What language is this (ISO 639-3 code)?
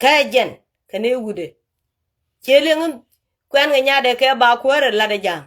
nus